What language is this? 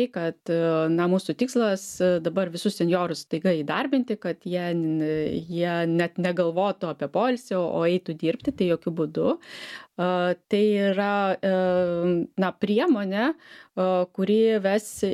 Lithuanian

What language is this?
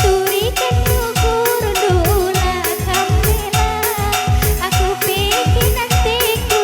Batak Karo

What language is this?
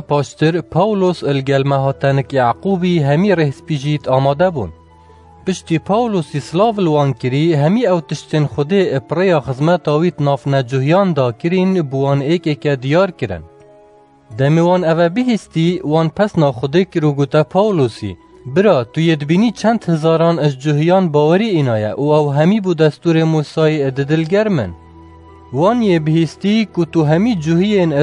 Kurdish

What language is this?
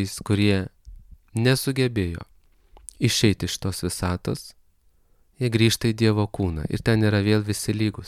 Lithuanian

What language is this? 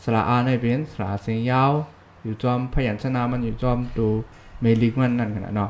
Shan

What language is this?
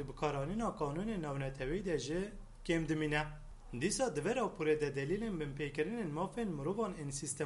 Kurdish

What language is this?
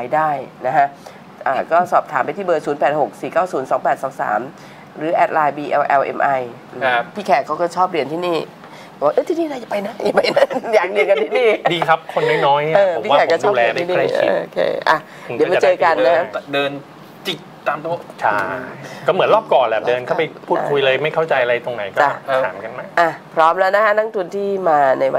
Thai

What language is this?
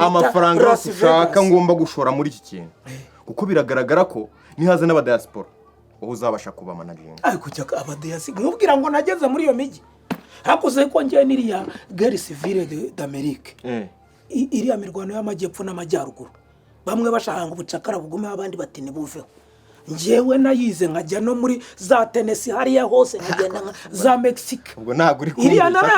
Kinyarwanda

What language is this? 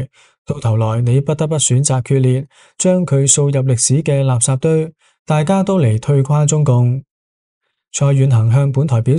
Cantonese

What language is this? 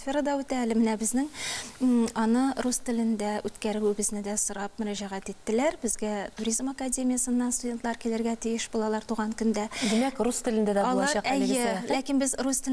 Tatar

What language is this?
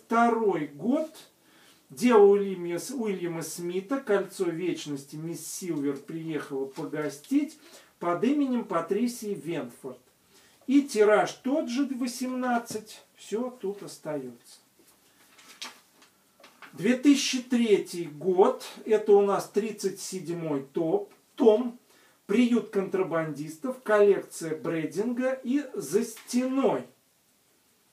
Russian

